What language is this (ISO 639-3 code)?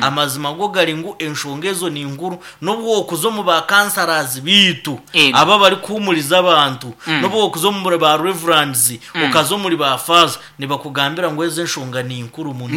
nyn